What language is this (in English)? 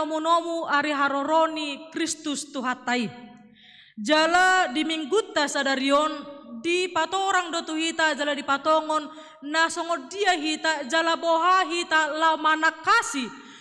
Batak Toba